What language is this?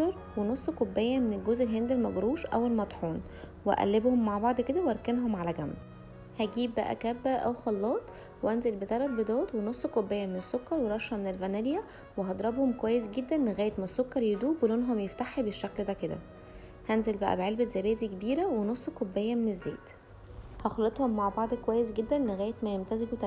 Egyptian Arabic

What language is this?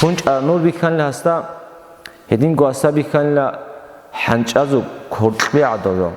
Avaric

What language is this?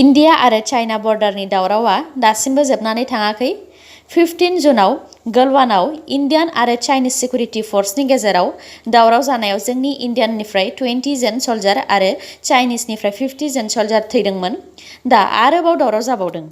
Bodo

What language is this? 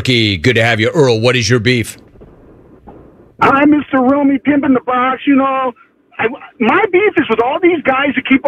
English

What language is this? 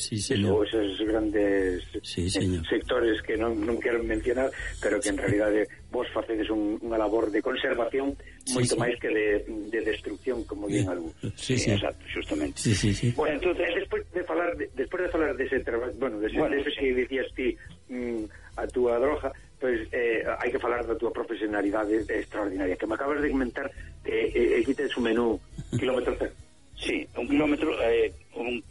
Galician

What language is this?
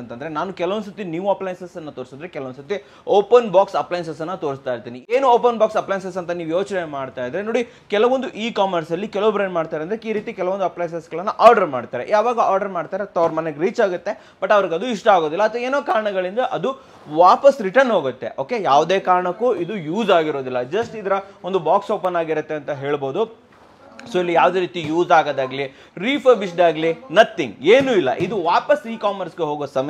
Kannada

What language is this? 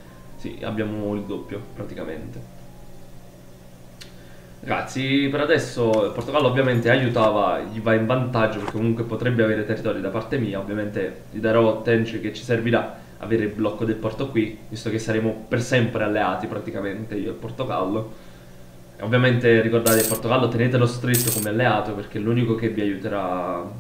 Italian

